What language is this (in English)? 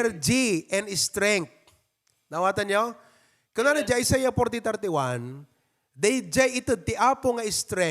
Iloko